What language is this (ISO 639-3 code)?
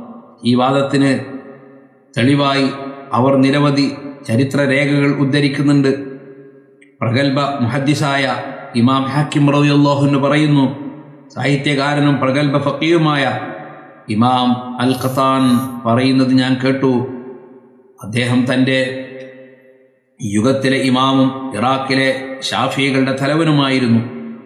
mal